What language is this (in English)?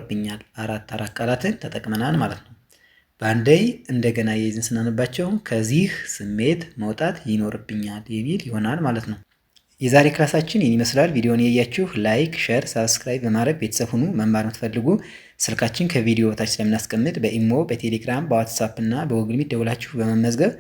Amharic